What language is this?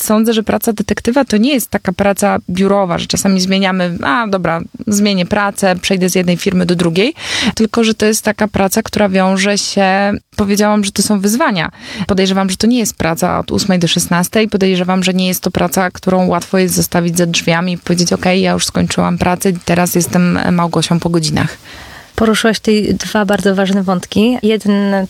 Polish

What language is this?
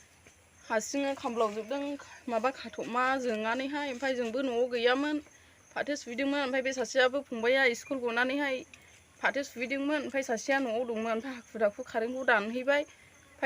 Bodo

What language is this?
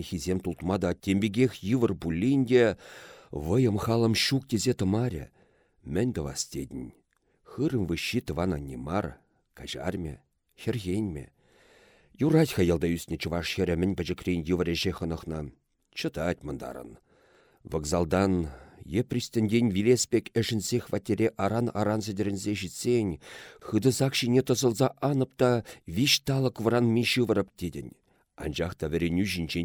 Chuvash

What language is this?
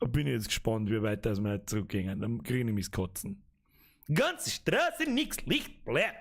Bavarian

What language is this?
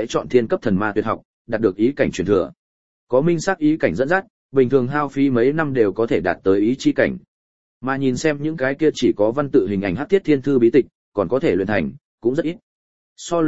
Vietnamese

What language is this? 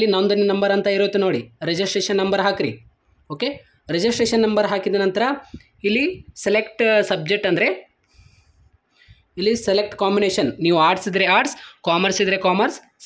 Kannada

